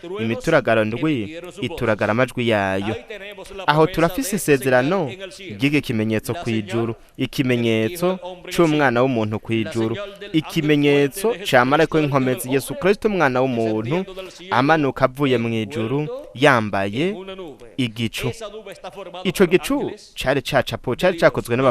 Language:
Rundi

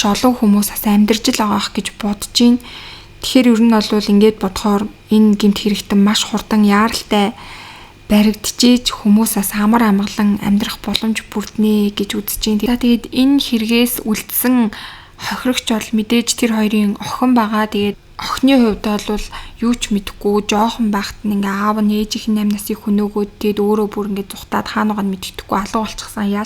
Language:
Mongolian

